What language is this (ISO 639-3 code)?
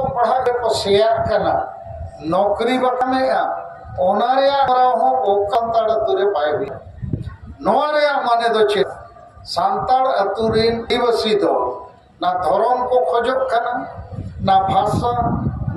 sat